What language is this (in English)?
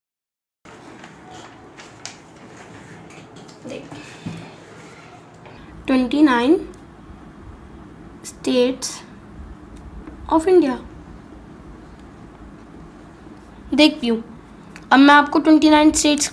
Hindi